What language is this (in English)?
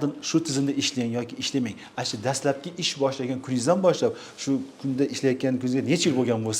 Uzbek